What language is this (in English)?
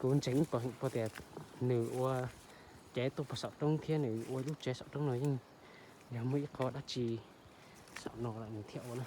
Hmong